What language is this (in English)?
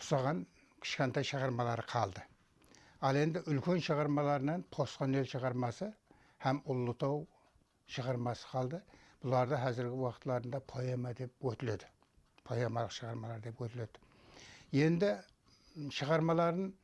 Kara-Kalpak